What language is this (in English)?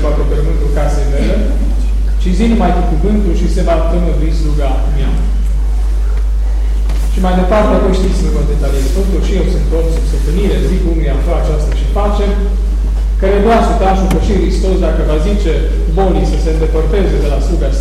Romanian